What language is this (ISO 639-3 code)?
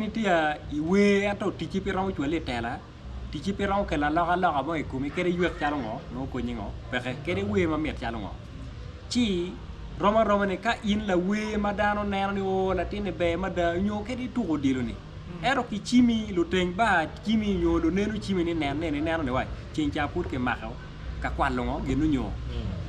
ach